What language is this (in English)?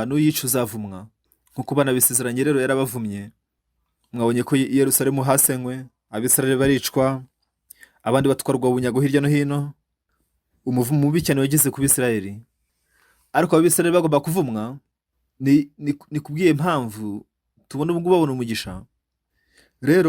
Kinyarwanda